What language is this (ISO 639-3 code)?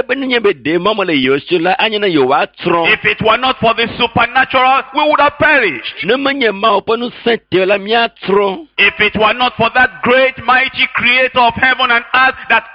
ewe